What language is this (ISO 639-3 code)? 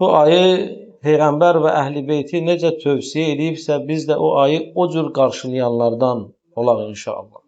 aze